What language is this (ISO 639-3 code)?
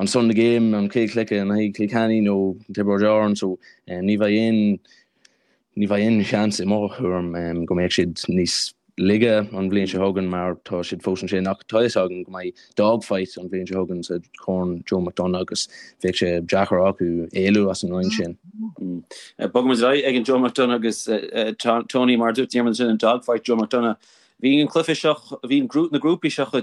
gle